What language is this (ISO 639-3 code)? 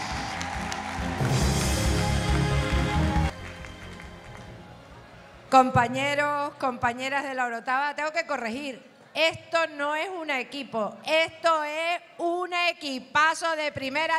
spa